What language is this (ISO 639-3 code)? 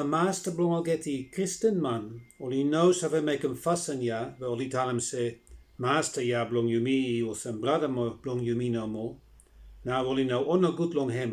bis